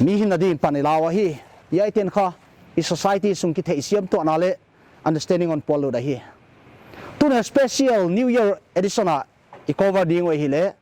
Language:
Paite Chin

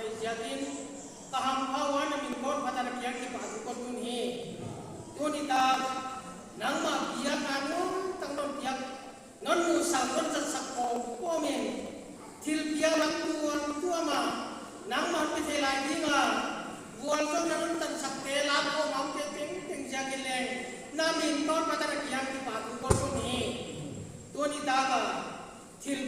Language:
Paite Chin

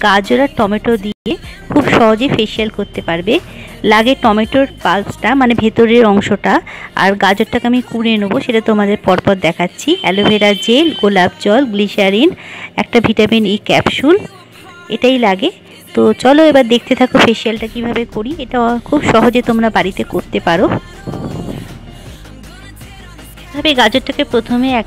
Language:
Bangla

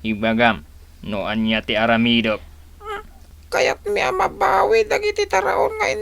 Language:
Iloko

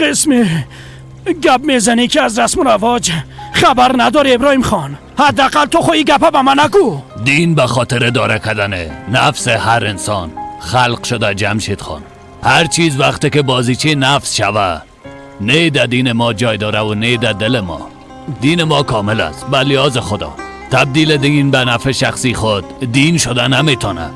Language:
Persian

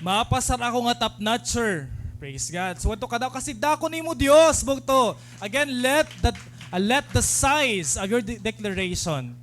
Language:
Waray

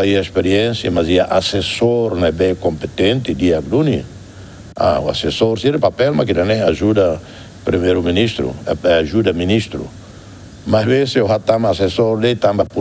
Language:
Tetum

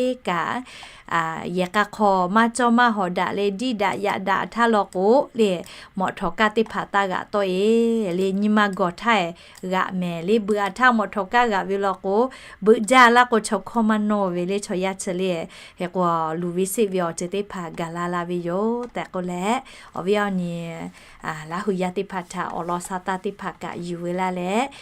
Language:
Lahu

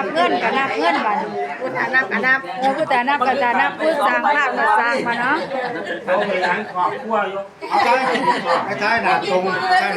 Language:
Northeastern Thai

